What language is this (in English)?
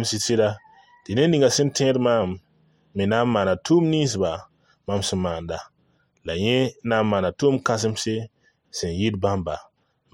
Mossi